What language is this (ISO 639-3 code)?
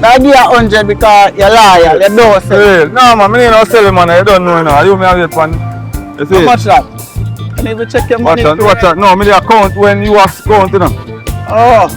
jam